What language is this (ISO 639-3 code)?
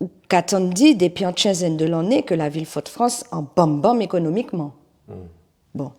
gcf